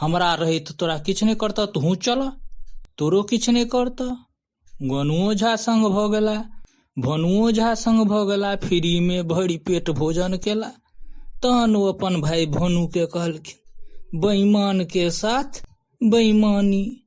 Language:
Maithili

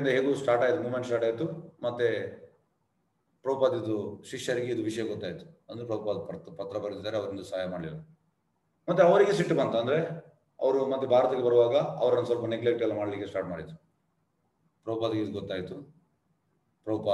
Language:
Kannada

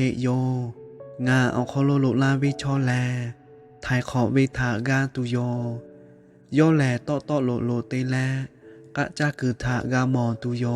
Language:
Lahu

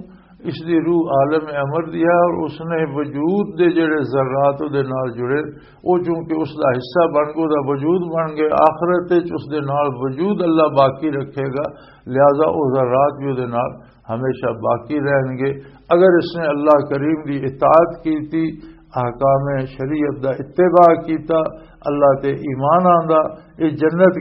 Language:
Western Panjabi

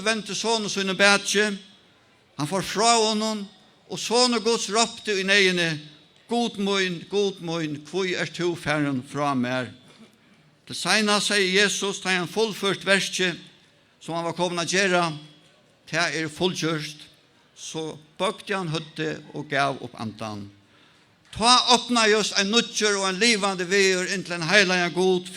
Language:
Faroese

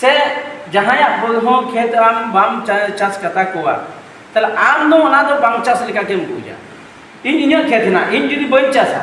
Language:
Santali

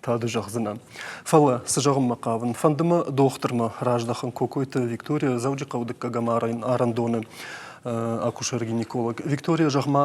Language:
Ossetic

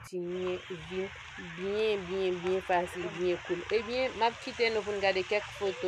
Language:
Haitian Creole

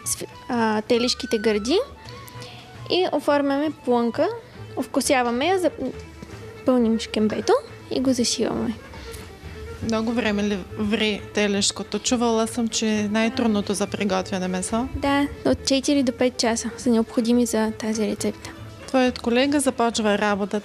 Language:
Bulgarian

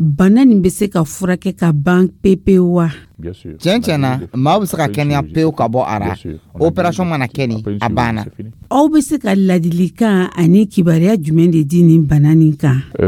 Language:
Dyula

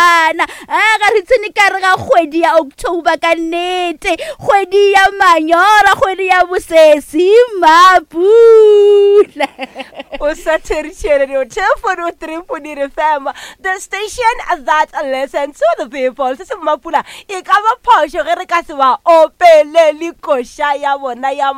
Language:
Northern Sotho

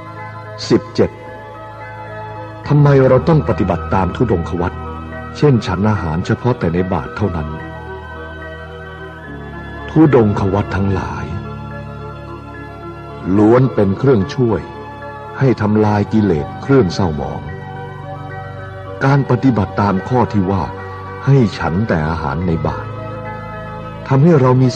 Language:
Thai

